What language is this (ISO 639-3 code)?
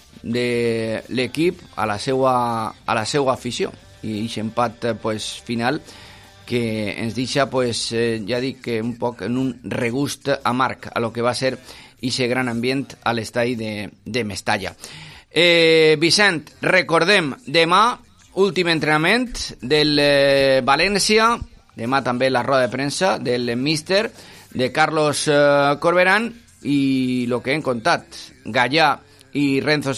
cat